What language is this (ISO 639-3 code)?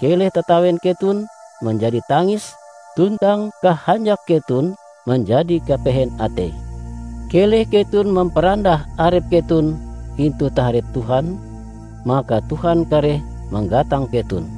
nij